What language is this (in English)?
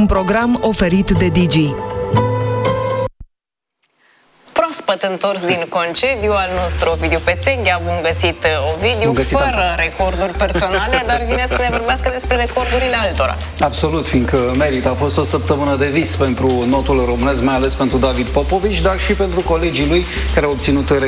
Romanian